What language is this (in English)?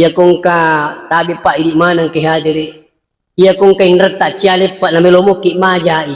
Buginese